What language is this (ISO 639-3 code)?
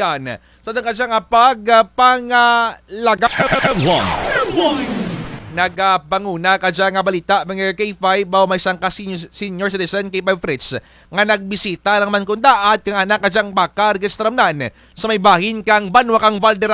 krj